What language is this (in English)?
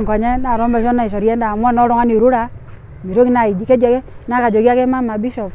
Masai